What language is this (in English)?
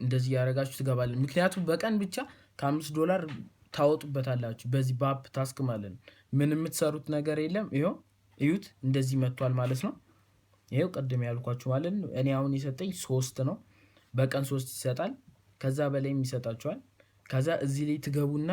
Amharic